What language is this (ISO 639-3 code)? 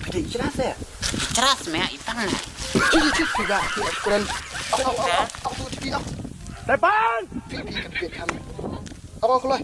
kha